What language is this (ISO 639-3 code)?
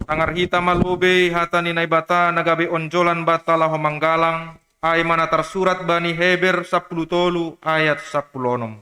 bts